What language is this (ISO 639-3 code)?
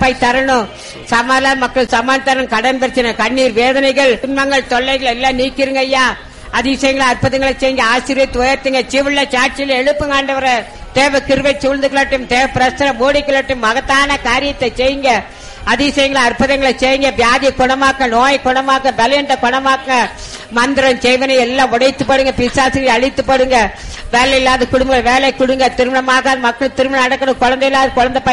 tam